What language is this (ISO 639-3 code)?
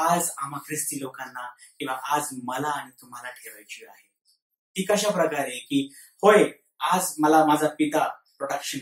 mar